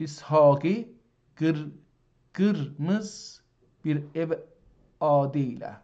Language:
South Azerbaijani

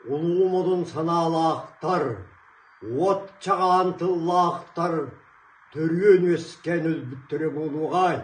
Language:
Yakut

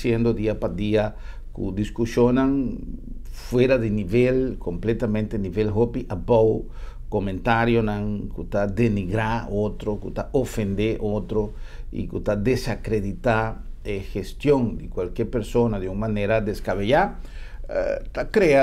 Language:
Papiamento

